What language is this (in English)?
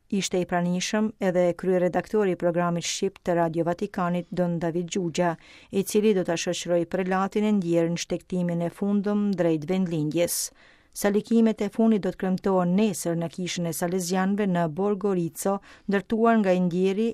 Albanian